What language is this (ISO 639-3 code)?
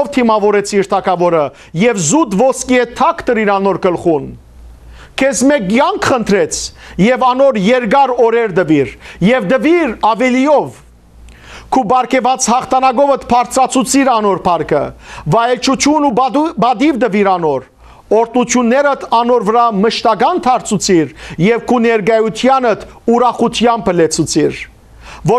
hyw